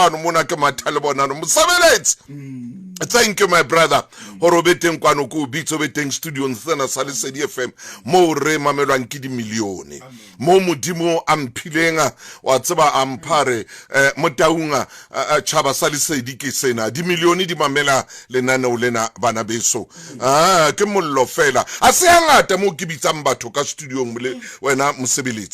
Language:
Southern Sotho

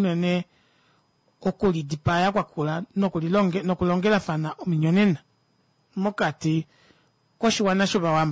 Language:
Kuanyama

